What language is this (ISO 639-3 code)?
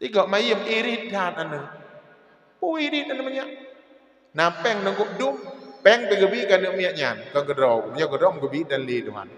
ace